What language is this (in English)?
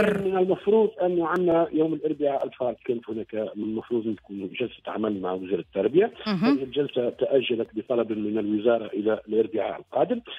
Tunisian Arabic